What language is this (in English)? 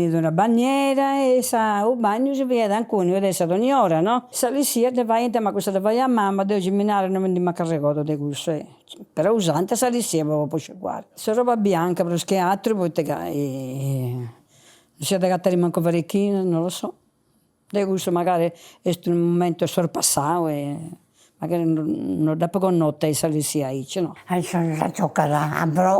Sardinian